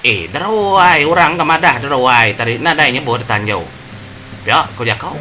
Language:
Iban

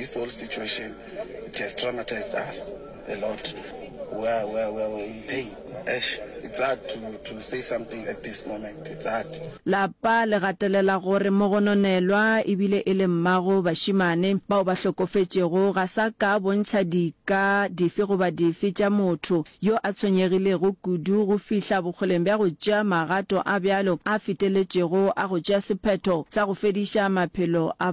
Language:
Northern Sotho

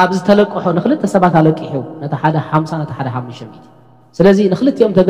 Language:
Tigrinya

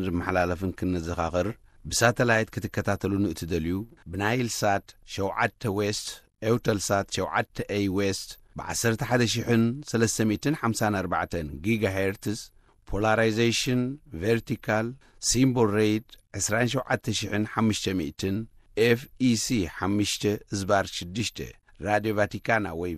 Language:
Tigrinya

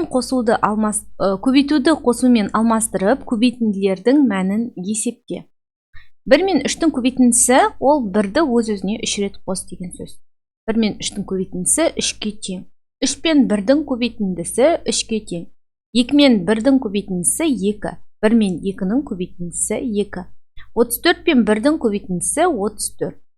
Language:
Kazakh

